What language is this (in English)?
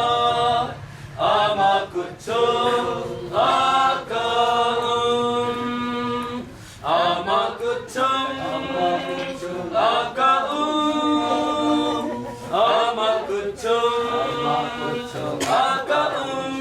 Hakha Chin